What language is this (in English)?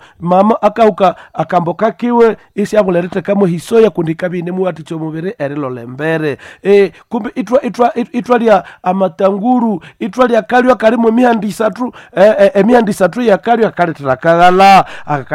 Nande